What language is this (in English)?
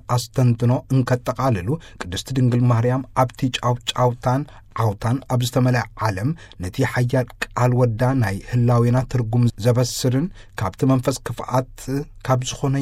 Tigrinya